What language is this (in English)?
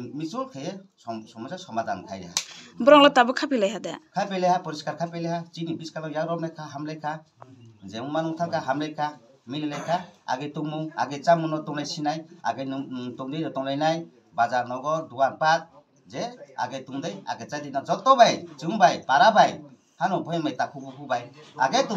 Kok Borok